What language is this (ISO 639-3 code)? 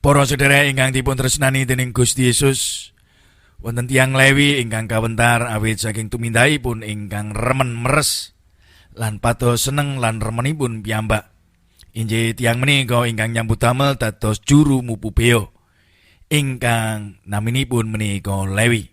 jav